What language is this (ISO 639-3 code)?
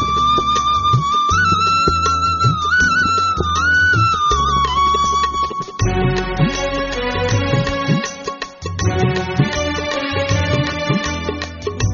kan